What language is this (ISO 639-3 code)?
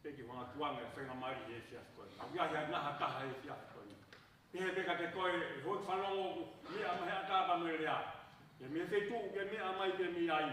ton